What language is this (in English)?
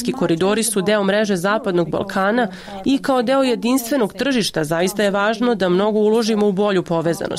Serbian